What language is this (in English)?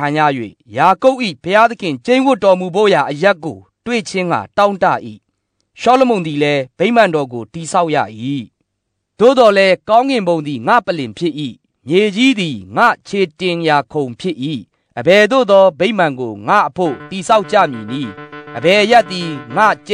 Burmese